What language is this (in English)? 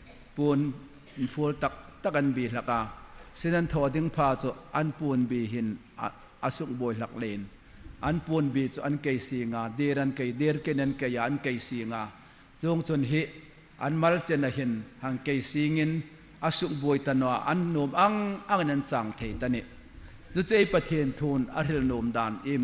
Hmar